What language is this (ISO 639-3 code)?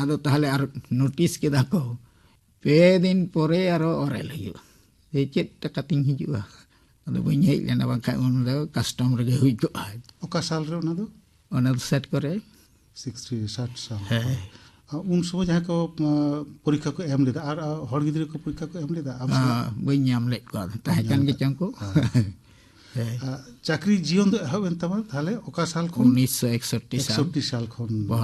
sat